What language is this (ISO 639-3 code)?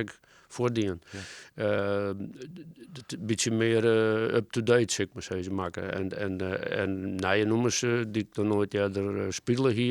fry